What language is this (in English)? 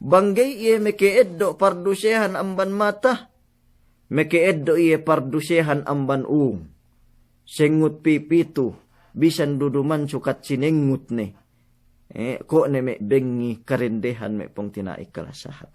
Yakan